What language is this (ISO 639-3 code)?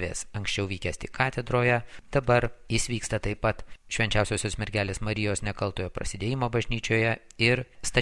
lit